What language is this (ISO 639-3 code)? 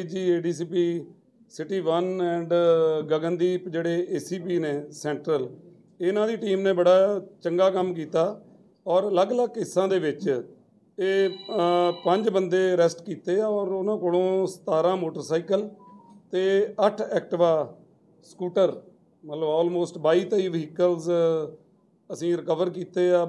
pan